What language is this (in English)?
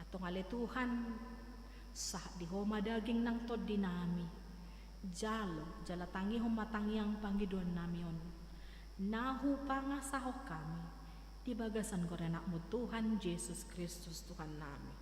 Batak Toba